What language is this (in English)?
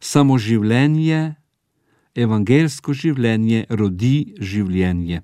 Slovenian